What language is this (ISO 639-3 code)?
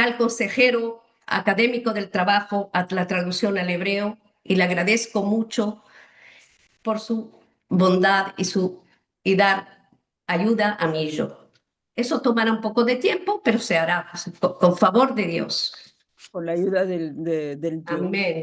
lad